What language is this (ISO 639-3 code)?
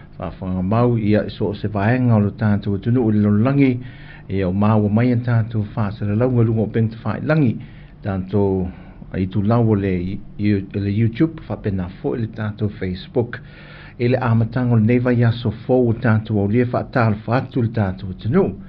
smo